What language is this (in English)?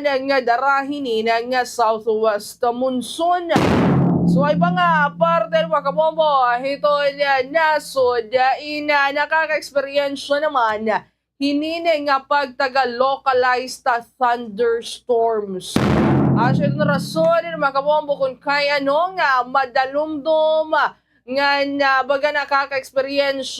Waray